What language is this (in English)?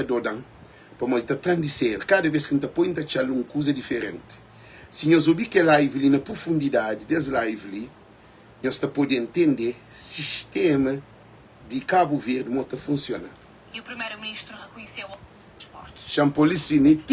Kabuverdianu